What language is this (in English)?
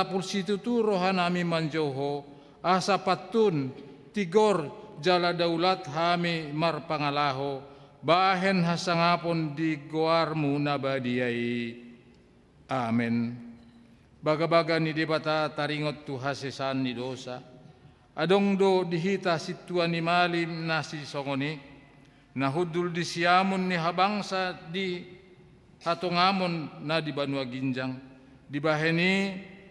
Batak Toba